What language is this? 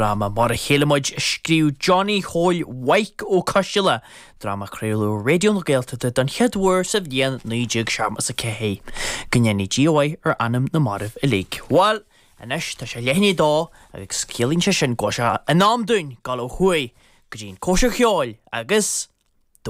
Irish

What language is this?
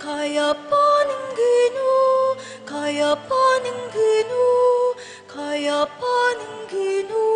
Pampanga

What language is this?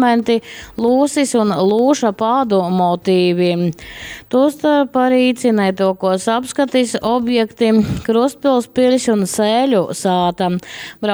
Latgalian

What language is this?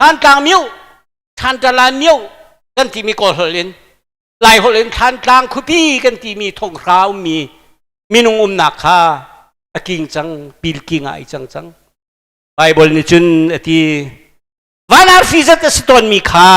Hakha Chin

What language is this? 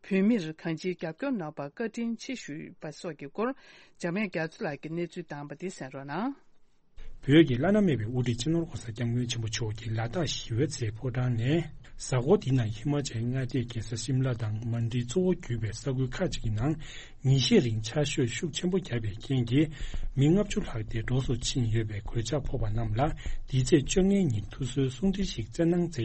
Tibetan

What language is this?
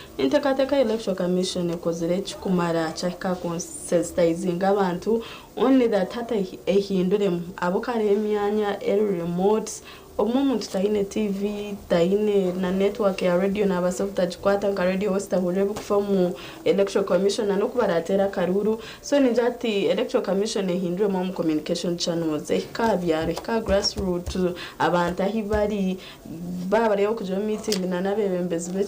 Nyankole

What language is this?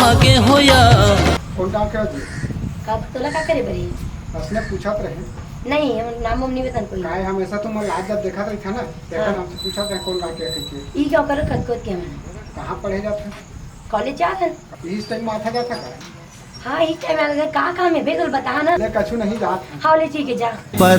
Chhattisgarhi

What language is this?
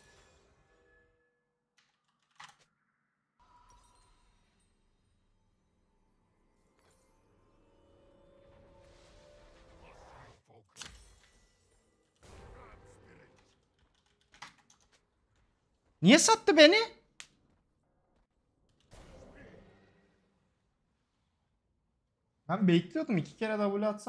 Turkish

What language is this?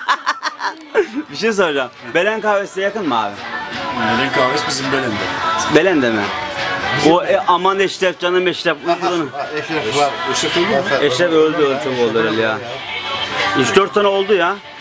Turkish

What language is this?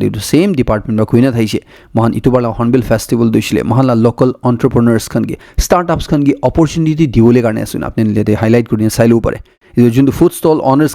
Naga Pidgin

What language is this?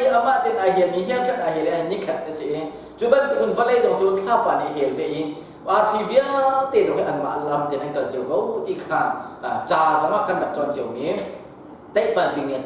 Hakha Chin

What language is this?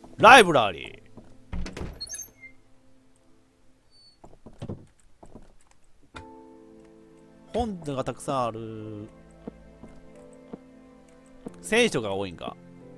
Japanese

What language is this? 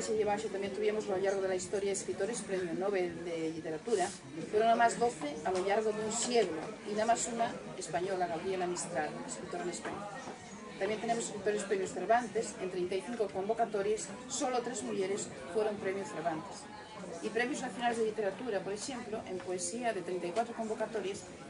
Asturian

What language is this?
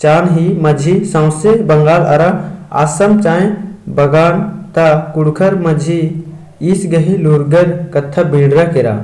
Kurukh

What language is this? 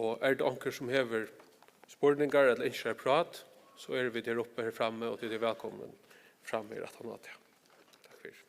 Faroese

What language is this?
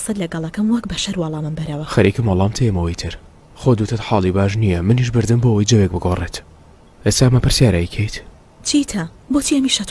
Central Kurdish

